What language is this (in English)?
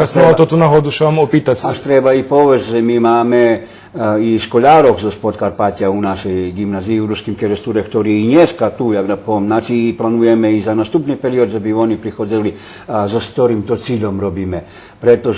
Rusyn